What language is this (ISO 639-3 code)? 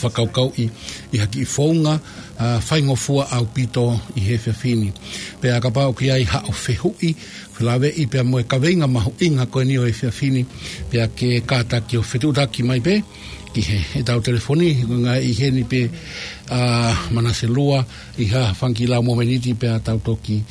ton